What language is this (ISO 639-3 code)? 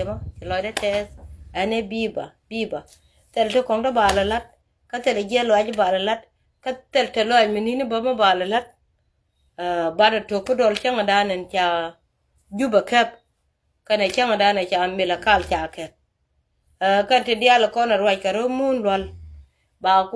nus